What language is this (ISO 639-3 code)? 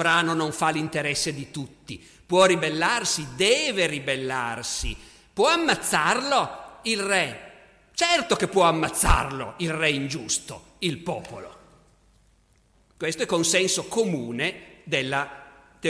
ita